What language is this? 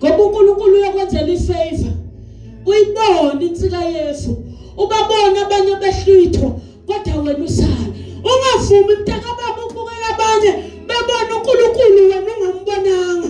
Zulu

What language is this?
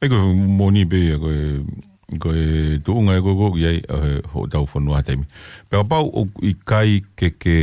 Tongan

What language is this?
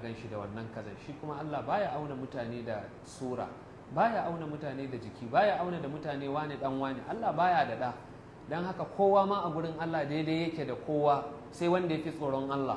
Hausa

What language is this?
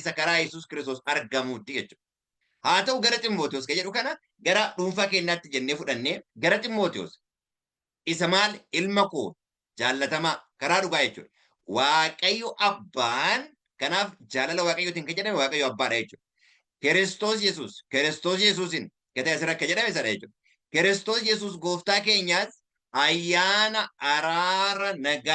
Oromo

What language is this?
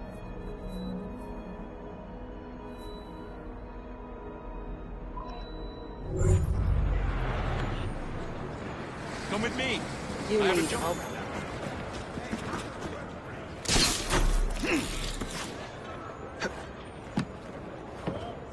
English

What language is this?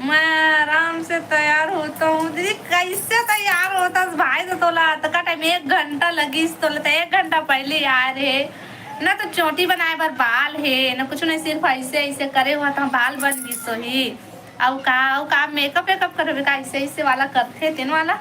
Chhattisgarhi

